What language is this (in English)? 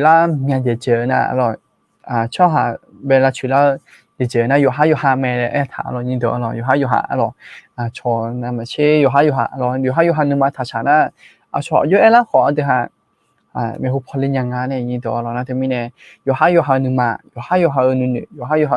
Akha